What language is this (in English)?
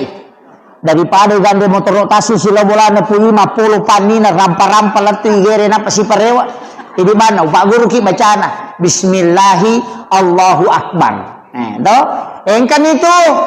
Buginese